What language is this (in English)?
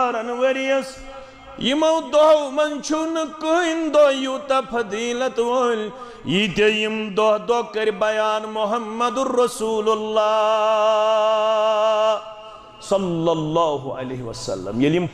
Kashmiri